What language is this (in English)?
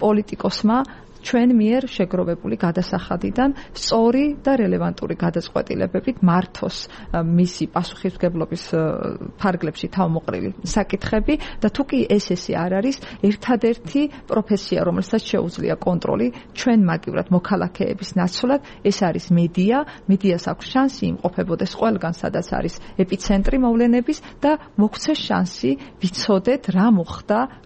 Georgian